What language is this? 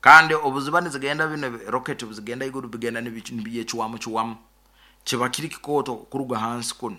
Nyoro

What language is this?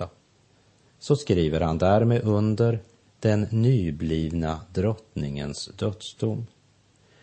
Swedish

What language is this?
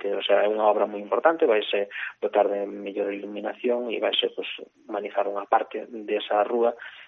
Galician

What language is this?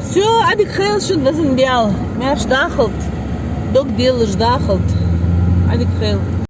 Ingush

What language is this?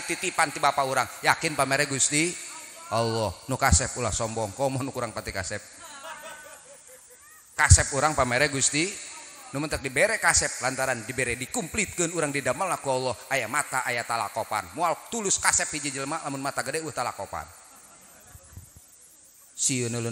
Sundanese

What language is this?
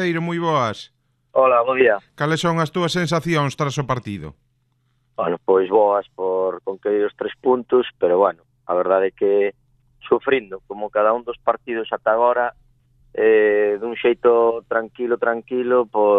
Galician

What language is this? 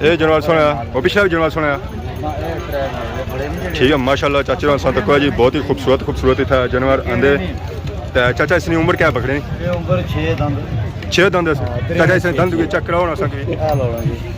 Pahari-Potwari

